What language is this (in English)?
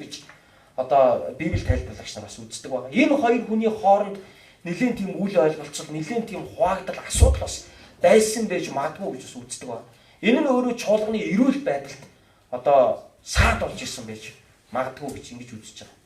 Mongolian